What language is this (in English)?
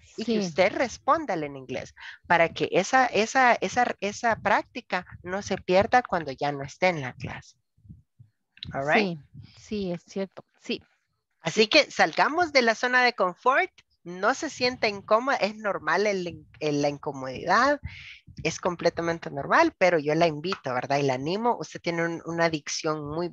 Spanish